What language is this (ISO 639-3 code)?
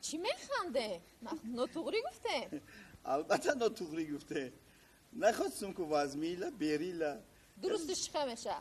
tgk